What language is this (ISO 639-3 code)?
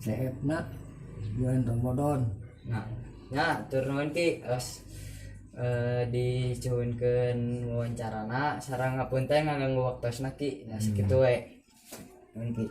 sun